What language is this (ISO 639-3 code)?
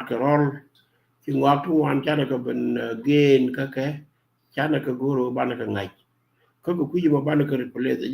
nus